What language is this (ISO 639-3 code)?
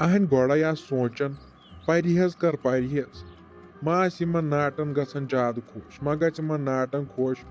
kas